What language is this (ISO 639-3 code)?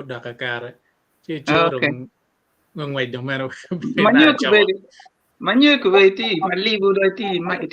ach